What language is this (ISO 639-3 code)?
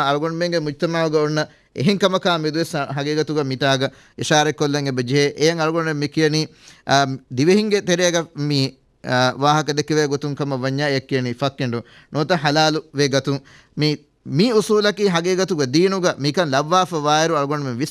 div